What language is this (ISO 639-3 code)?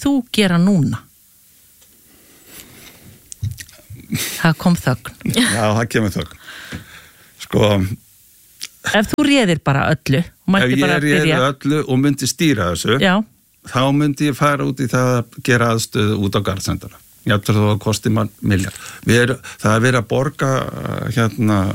isl